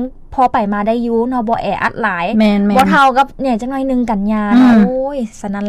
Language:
Lao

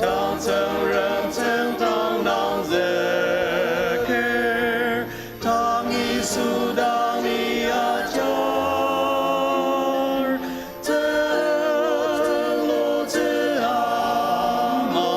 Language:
Ao Naga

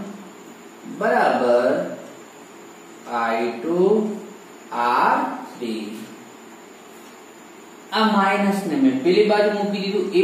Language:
Gujarati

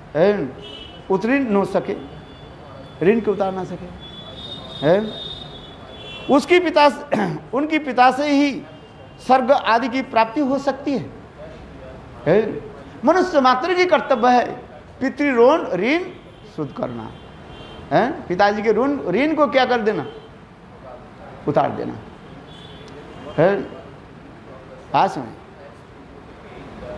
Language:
Hindi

